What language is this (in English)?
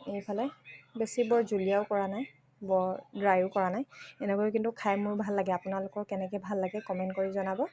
Assamese